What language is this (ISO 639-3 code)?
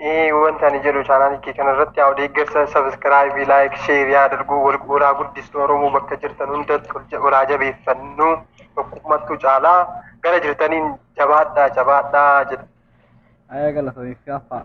orm